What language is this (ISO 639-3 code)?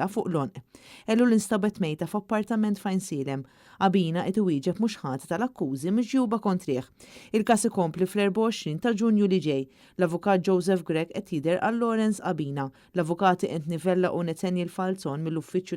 mlt